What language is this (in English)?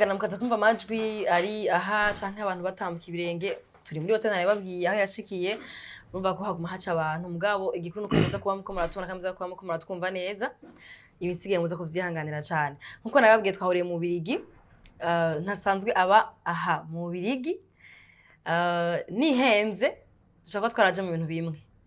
Rundi